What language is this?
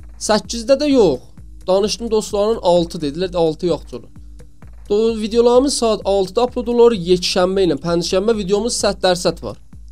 South Azerbaijani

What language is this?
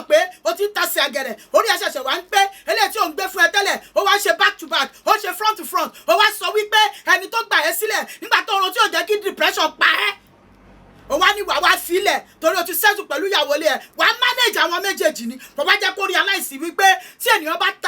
Yoruba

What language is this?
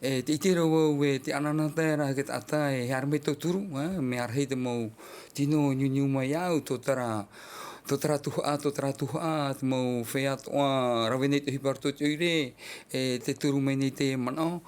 Tahitian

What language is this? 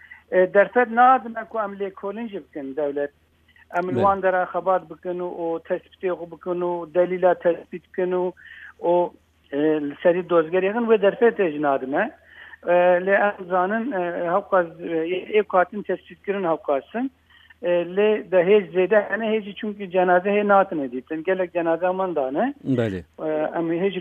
Kurdish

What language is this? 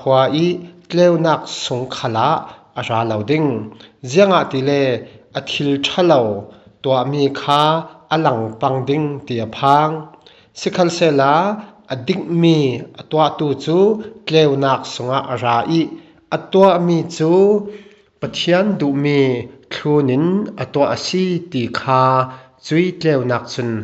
Falam Chin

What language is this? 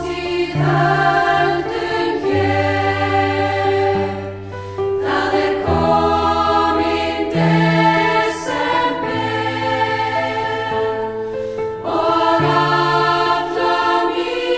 Icelandic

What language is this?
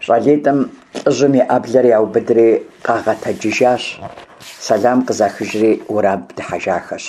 Kabardian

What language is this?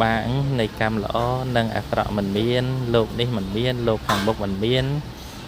Khmer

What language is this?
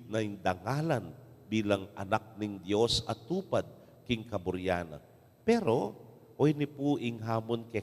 Pampanga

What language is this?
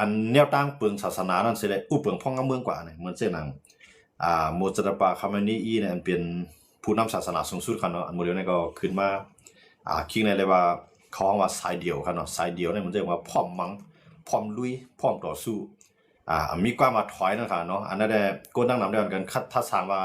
Shan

